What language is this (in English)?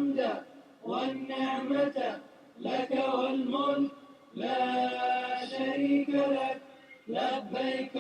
Uyghur